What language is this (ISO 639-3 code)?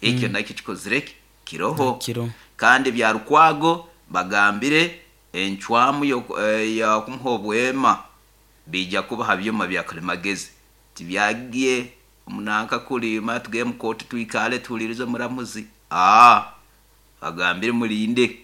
nyo